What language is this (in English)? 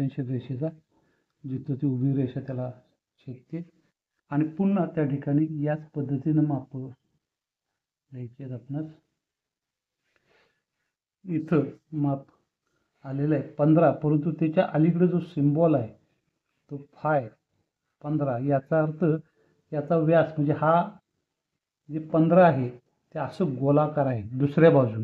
Marathi